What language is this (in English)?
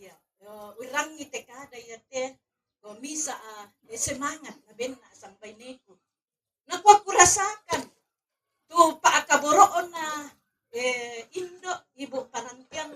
Toraja-Sa'dan